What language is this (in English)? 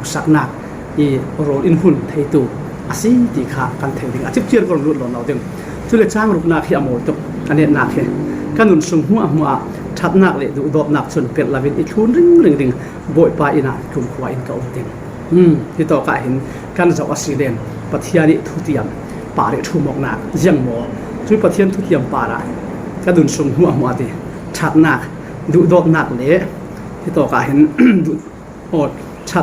Falam Chin